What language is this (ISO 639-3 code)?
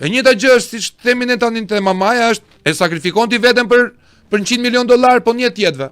sqi